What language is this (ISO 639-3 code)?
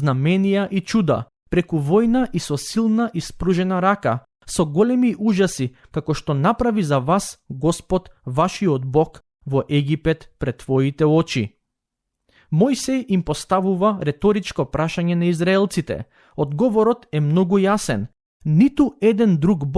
mkd